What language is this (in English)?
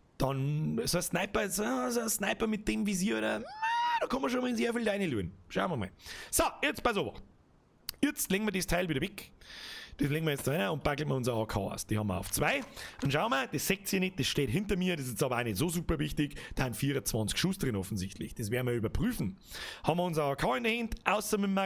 Bavarian